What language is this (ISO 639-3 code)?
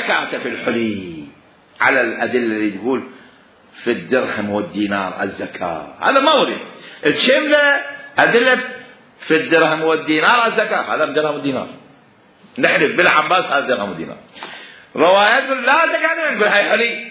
acm